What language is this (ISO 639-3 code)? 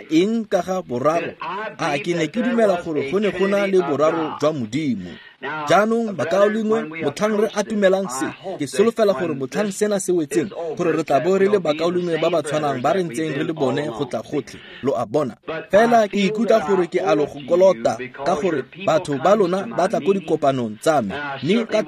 tsn